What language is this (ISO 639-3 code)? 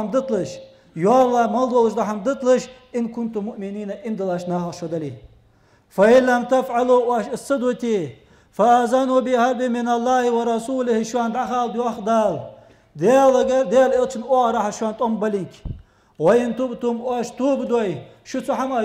inh